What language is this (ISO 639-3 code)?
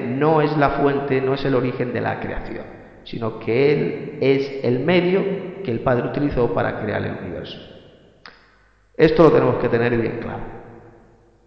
spa